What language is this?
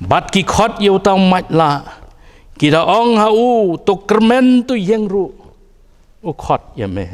Khasi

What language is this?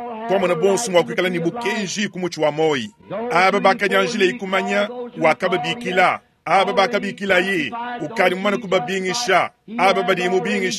Luba-Lulua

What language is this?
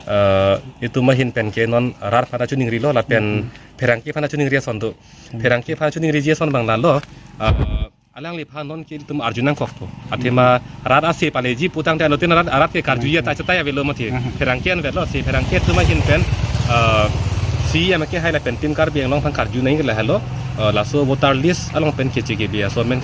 Karbi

